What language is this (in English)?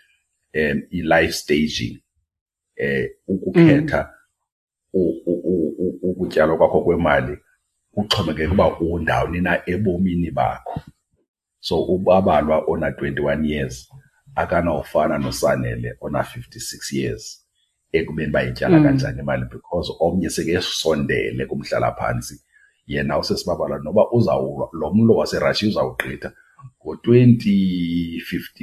Xhosa